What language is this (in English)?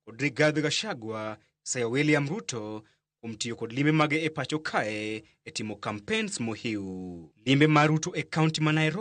Luo (Kenya and Tanzania)